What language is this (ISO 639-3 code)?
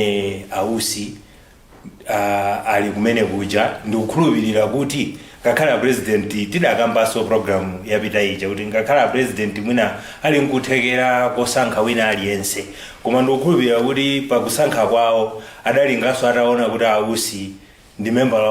nya